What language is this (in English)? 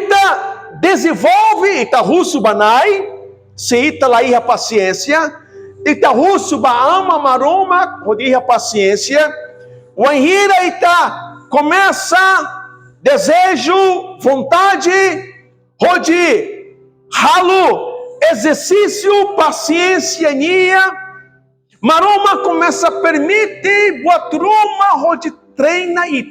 Tetum